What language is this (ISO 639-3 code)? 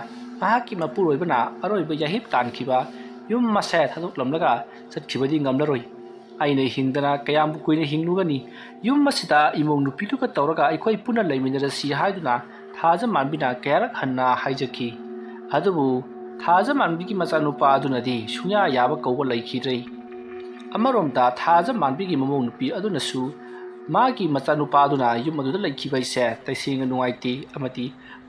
mni